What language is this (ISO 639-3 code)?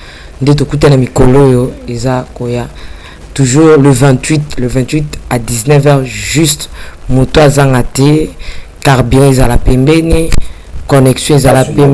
lin